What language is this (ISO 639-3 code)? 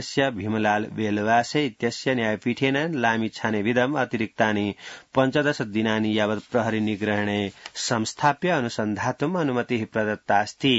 san